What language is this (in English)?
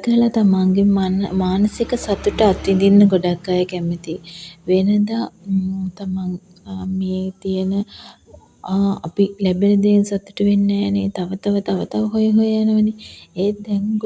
Sinhala